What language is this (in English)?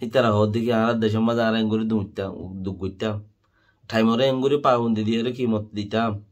Rohingya